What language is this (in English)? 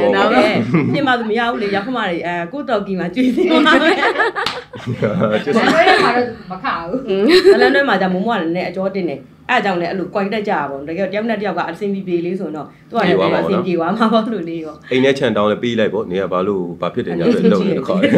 Burmese